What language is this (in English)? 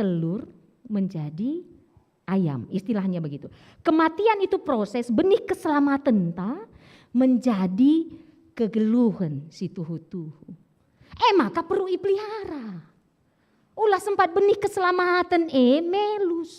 Batak Karo